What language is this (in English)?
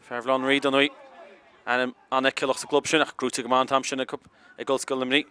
Irish